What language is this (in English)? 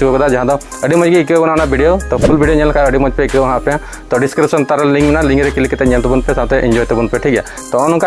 Santali